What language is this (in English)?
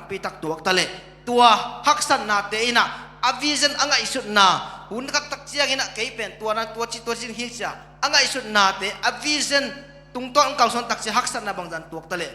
Tedim Chin